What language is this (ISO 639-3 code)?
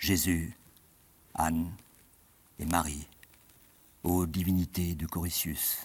ltz